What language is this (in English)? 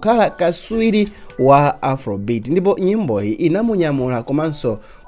Nyanja